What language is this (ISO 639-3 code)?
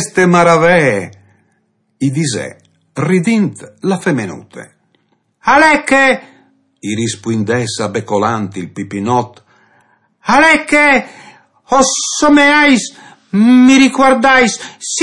fur